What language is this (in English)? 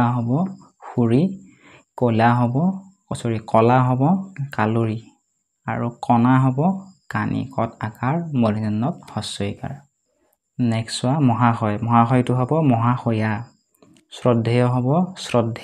Assamese